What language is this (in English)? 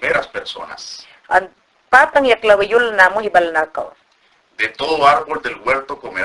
Mayangna